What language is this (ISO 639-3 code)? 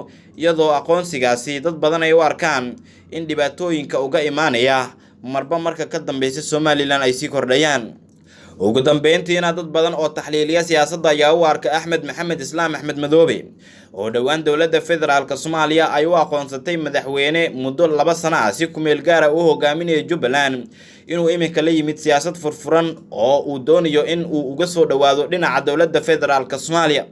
som